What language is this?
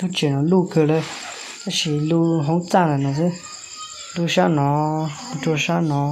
Hmong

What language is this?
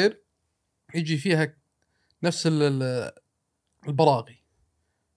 Gulf Arabic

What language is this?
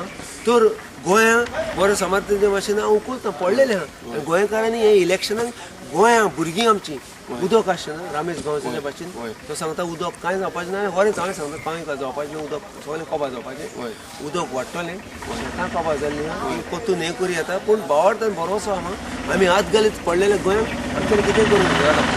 Konkani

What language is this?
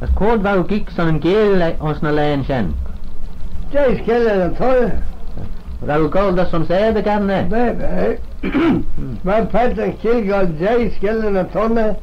Manx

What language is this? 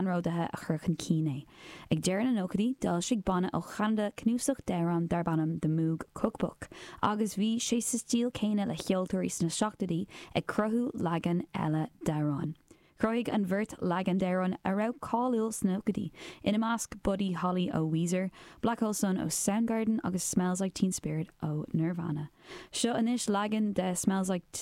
Irish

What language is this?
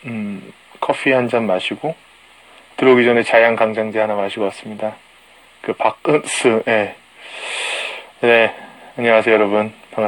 Korean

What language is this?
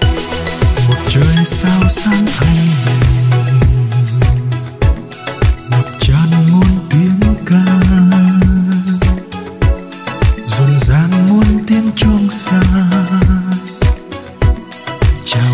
Vietnamese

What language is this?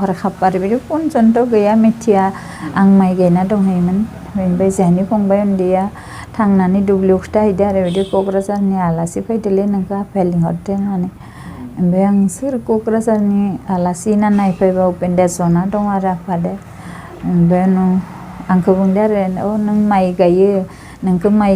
Bodo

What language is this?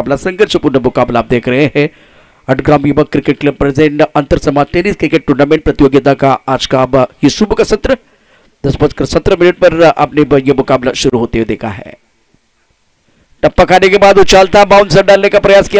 Hindi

